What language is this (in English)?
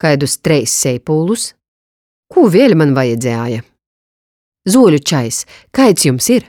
Latgalian